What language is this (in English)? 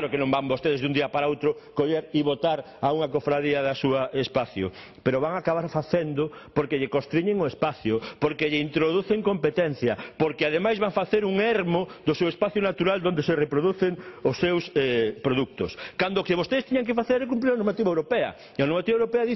Galician